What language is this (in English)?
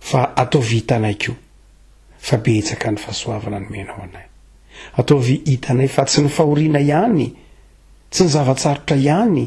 Malagasy